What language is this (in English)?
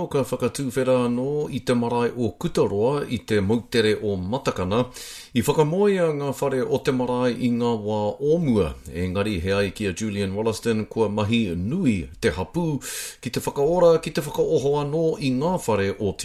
Māori